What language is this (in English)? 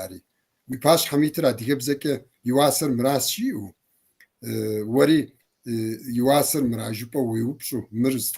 Kabardian